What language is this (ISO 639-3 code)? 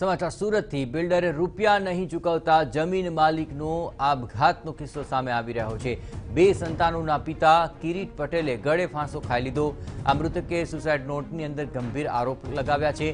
guj